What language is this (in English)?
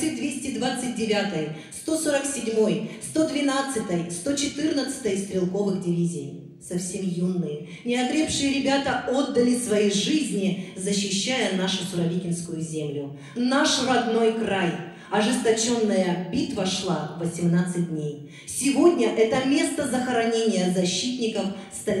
Russian